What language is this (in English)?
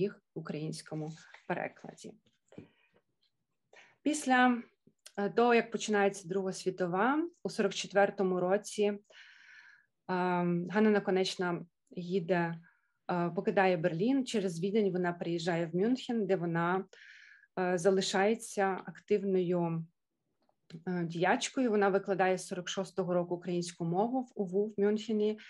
Ukrainian